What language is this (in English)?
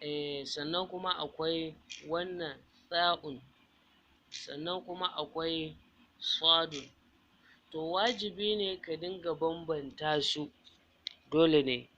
Hausa